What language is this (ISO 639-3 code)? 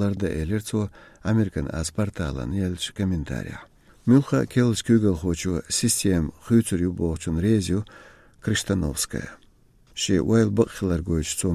che